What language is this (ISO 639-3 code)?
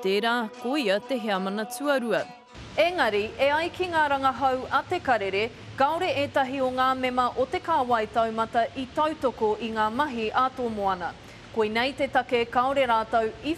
mri